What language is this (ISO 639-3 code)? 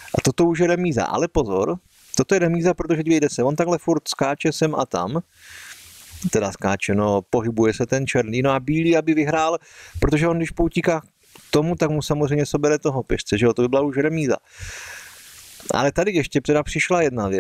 ces